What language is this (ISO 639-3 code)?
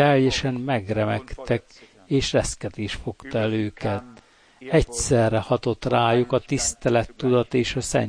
hun